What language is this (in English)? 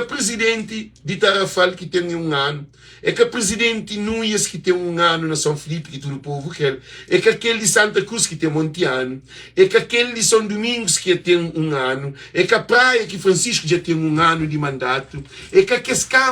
Kabuverdianu